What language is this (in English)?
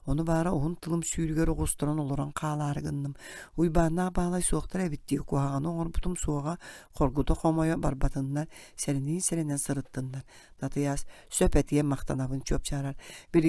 Yakut